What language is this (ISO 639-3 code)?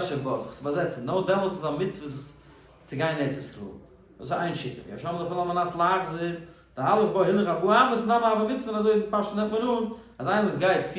yid